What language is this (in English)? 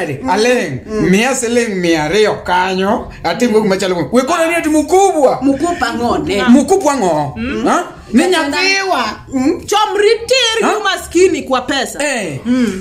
Luo (Kenya and Tanzania)